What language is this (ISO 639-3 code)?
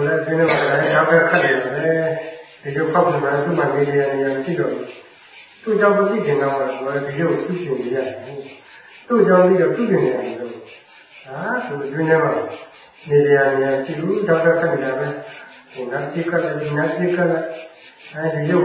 mya